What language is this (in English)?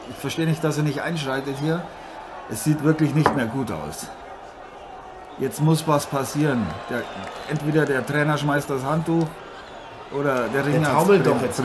German